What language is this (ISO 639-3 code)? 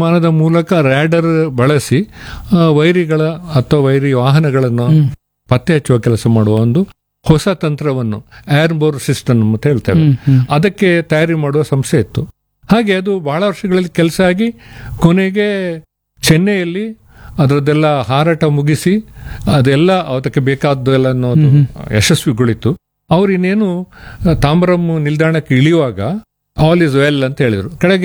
kan